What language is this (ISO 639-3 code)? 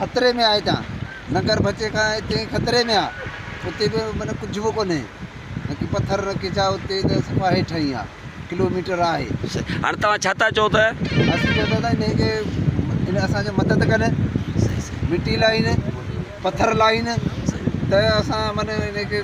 snd